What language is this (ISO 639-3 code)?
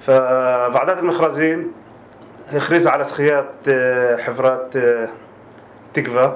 apc